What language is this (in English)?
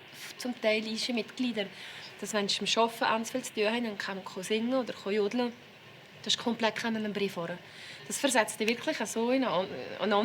Swiss German